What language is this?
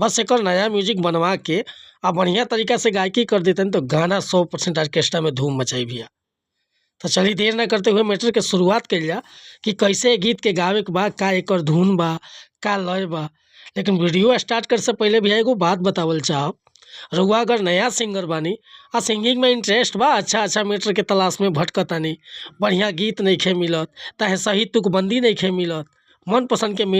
Bhojpuri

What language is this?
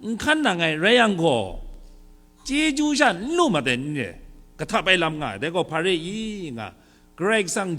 Kachin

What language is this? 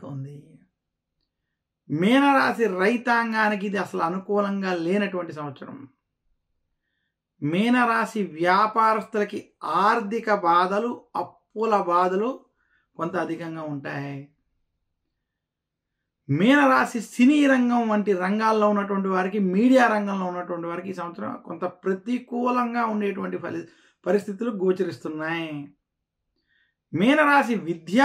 Telugu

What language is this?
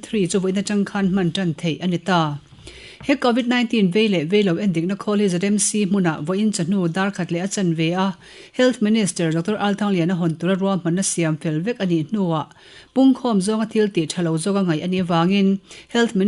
Mizo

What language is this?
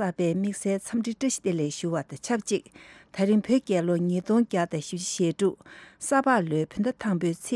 Tibetan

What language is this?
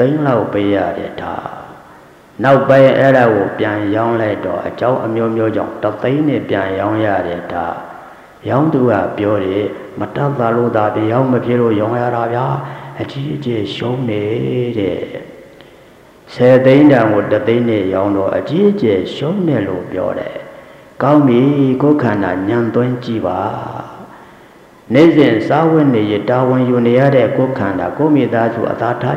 Burmese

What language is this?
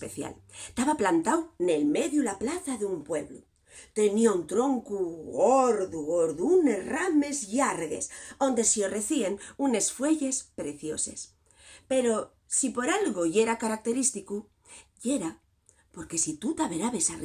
Asturian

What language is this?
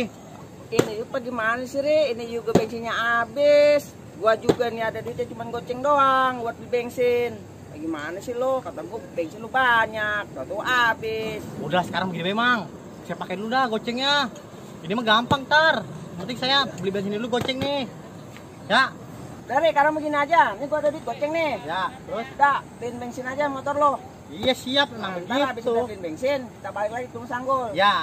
Betawi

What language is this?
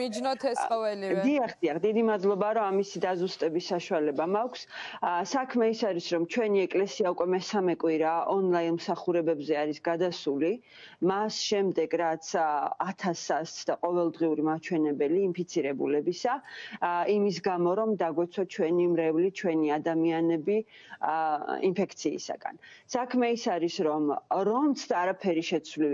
Georgian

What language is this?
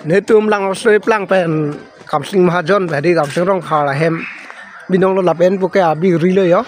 Karbi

